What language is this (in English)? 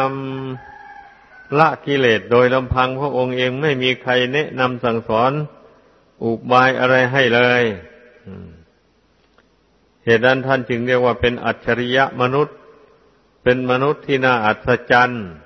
Thai